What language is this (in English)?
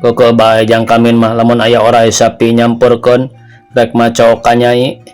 Sundanese